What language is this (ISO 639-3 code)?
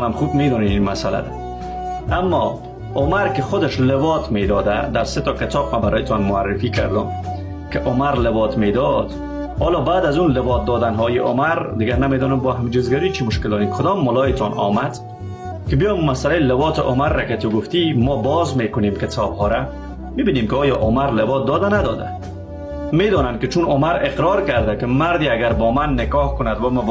fas